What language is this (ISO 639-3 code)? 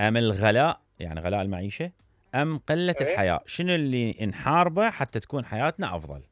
acm